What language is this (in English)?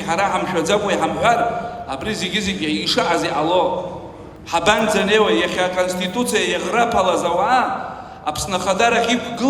Abkhazian